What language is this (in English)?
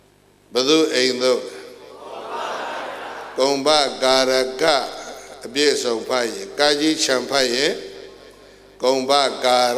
Burmese